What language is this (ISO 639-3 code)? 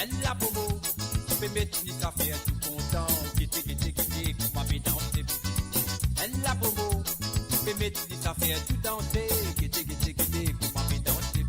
mfe